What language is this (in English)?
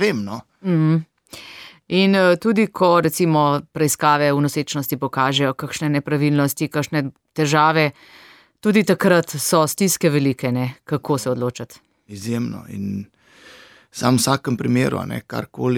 Slovenian